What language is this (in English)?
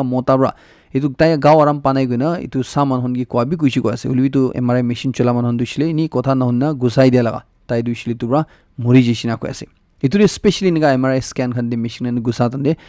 Naga Pidgin